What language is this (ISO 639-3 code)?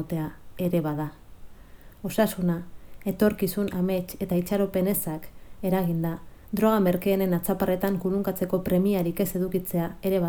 eus